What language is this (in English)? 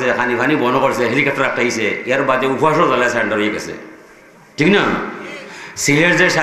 Sylheti